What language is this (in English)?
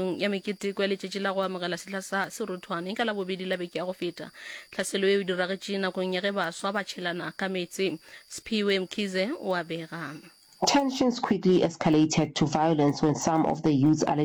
Northern Sotho